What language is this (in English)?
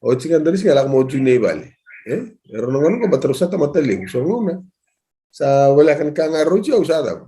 Fijian